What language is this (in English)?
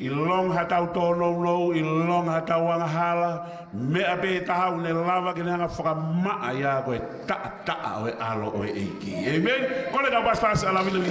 Tongan